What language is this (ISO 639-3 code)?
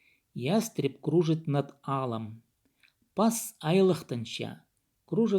kjh